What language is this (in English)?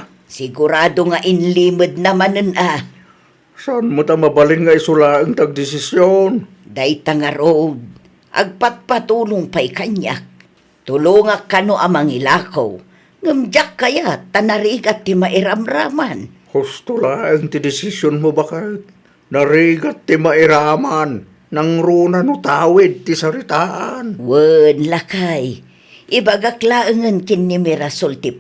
Iloko